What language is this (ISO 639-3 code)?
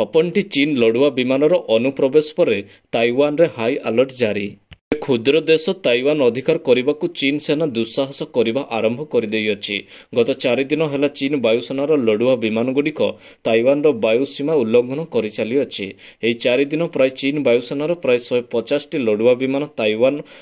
ori